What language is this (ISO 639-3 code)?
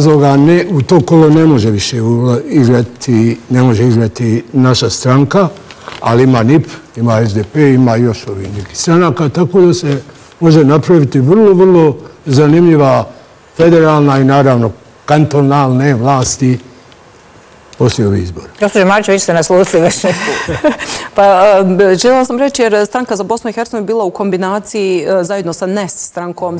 bos